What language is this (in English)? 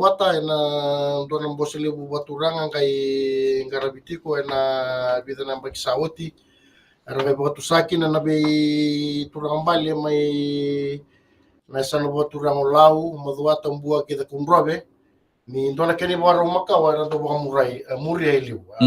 Fijian